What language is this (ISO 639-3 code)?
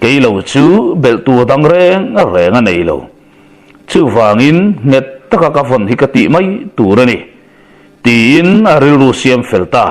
lus